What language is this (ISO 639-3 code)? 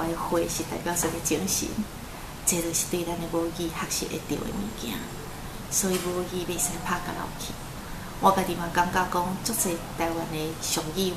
nan